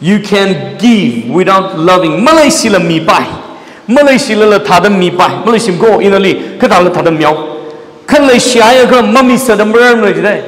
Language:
Tangkhul Naga (India)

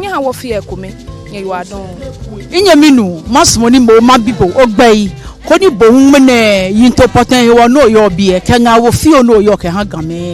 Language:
Ga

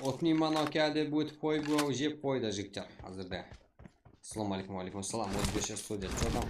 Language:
Kara-Kalpak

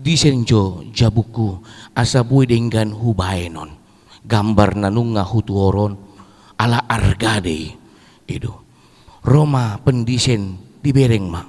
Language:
Batak Toba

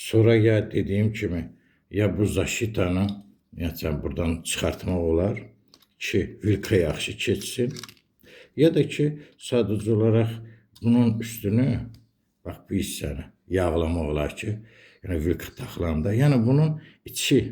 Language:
Azerbaijani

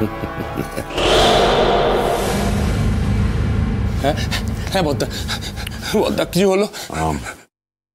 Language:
Bangla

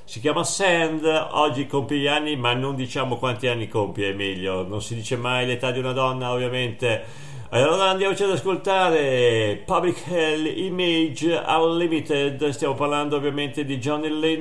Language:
Italian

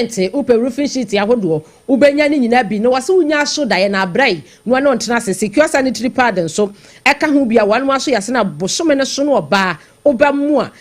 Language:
Akan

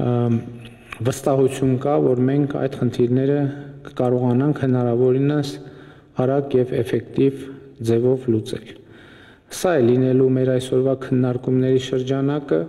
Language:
Armenian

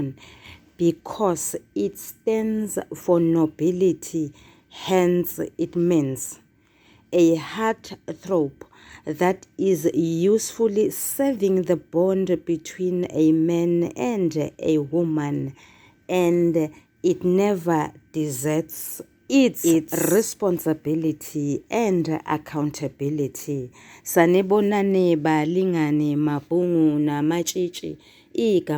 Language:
Zulu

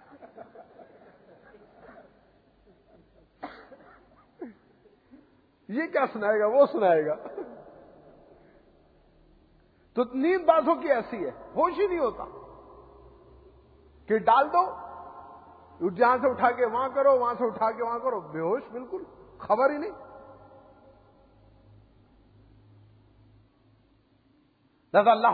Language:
Urdu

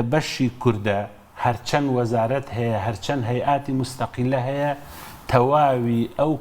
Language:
Central Kurdish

